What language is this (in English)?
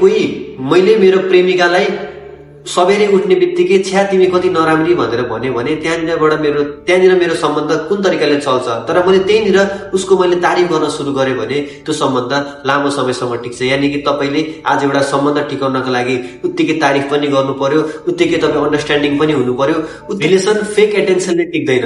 Nepali